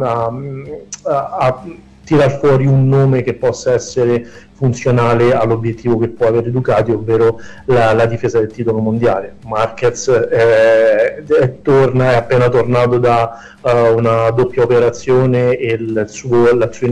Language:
Italian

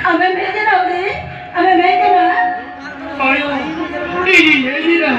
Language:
Santali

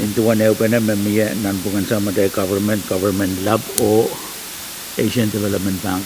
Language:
Pohnpeian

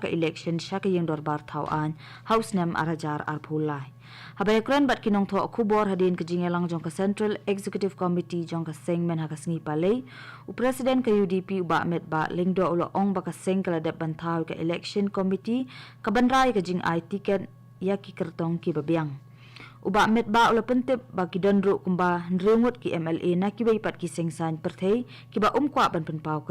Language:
Khasi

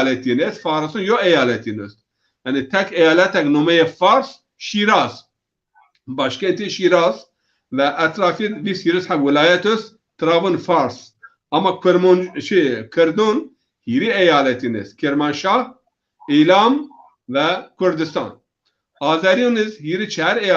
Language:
Zaza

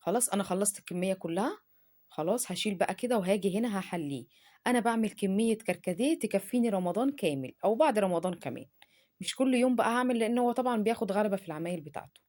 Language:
Egyptian Arabic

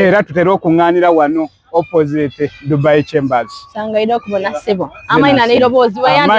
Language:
Soga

